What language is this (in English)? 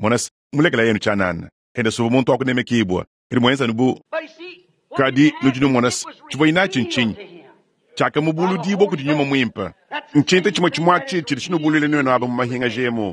Luba-Lulua